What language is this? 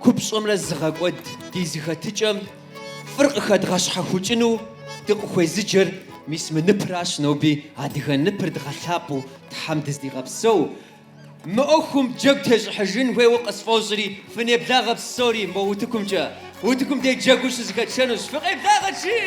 Kabardian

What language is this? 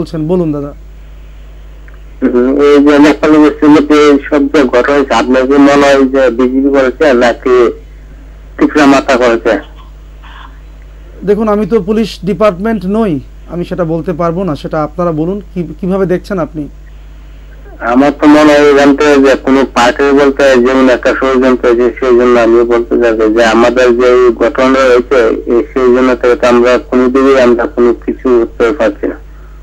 Bangla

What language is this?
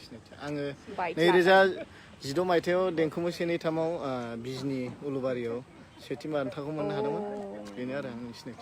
Bodo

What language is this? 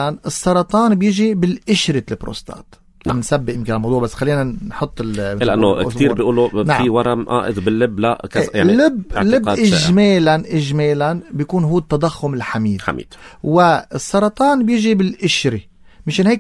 North Levantine Arabic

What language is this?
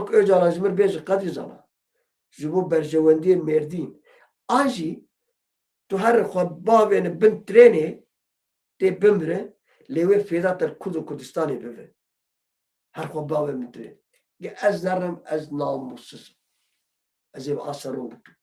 Kurdish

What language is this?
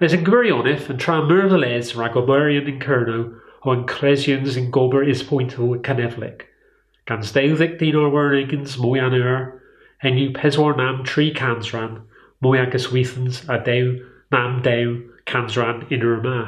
Cornish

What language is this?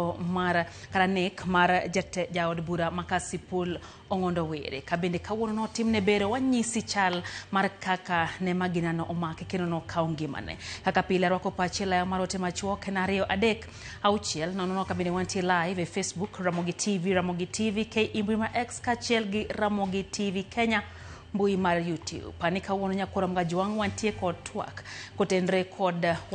Luo (Kenya and Tanzania)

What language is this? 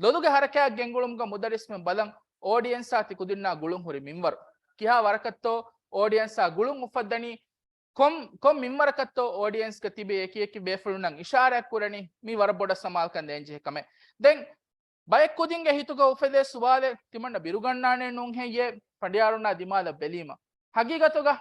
Divehi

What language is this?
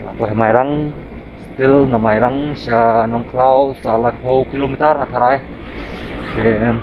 Khasi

